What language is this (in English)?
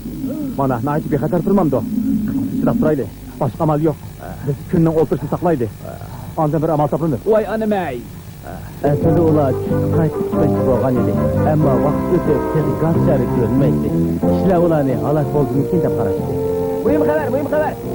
Uyghur